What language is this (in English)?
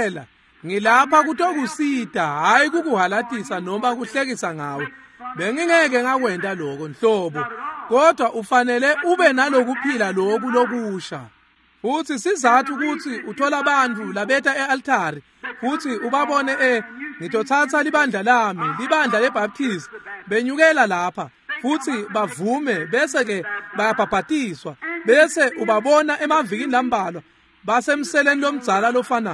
Swati